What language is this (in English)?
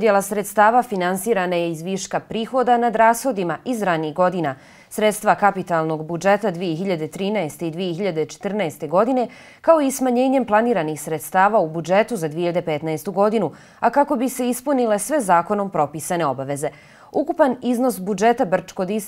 Bosnian